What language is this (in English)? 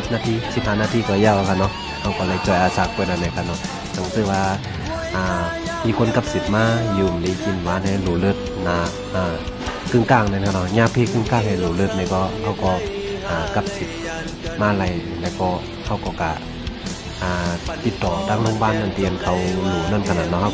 Shan